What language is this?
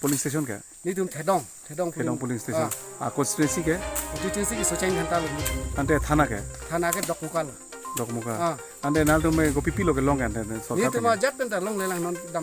Karbi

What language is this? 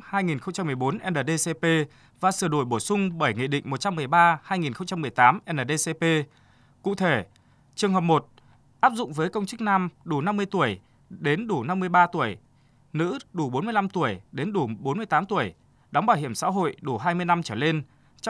Vietnamese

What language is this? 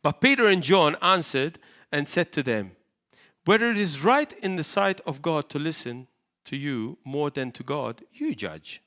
English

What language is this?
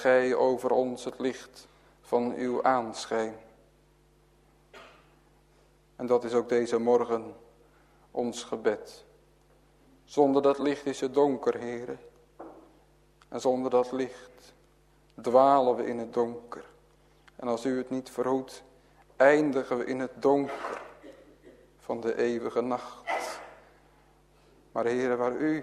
Dutch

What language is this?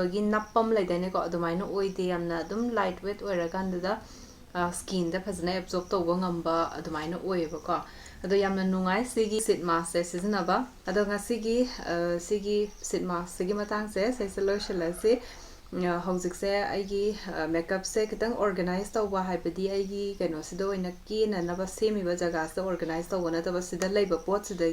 Manipuri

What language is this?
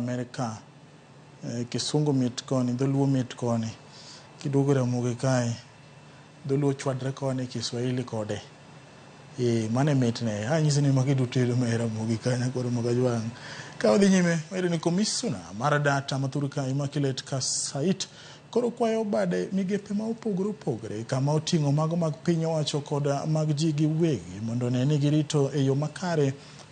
Luo (Kenya and Tanzania)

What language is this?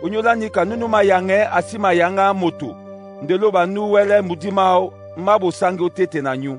Duala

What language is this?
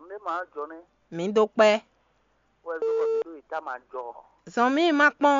Fon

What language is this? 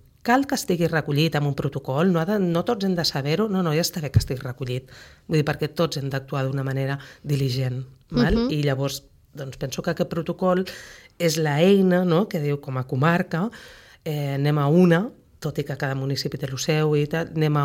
Catalan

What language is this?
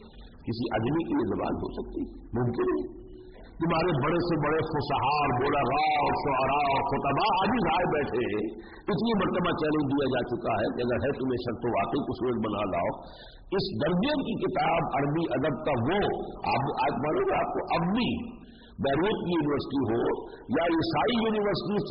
Urdu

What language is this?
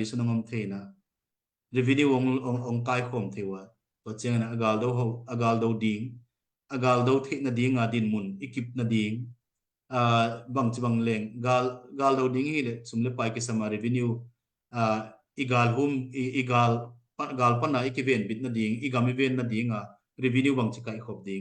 Tedim Chin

